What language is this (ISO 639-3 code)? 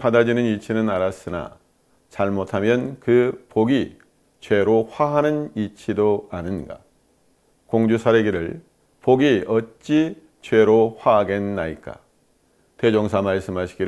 kor